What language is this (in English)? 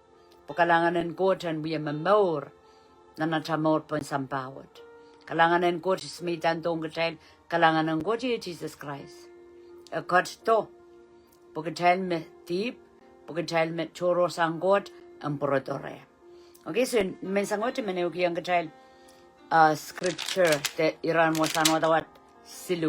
Pohnpeian